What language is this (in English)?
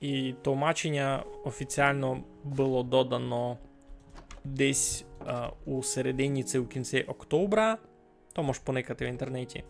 Rusyn